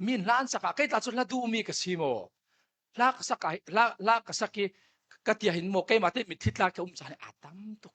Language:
Falam Chin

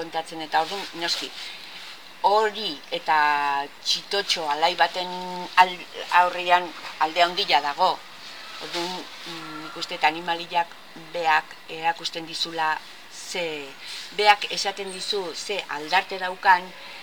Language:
Basque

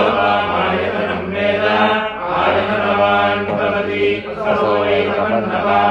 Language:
Sanskrit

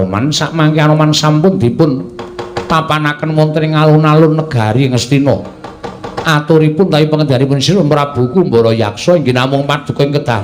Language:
Javanese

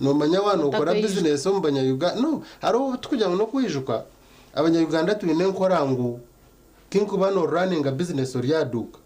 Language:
Nyankole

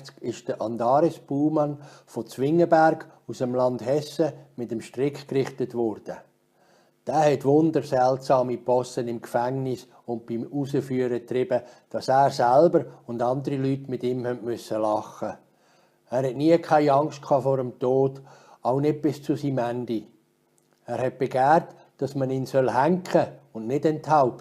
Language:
Swiss German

